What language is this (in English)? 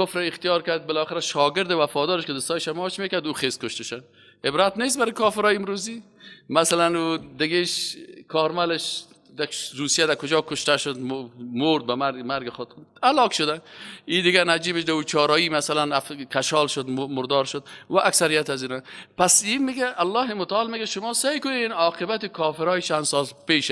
Persian